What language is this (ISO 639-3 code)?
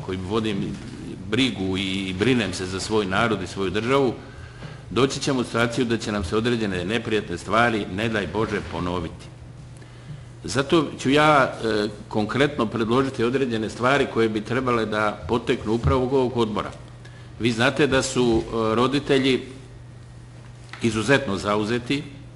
srp